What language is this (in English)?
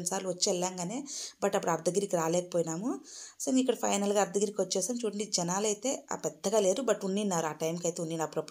Telugu